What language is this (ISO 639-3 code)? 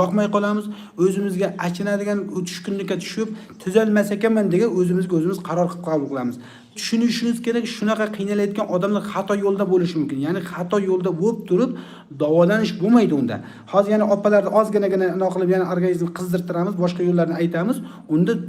uzb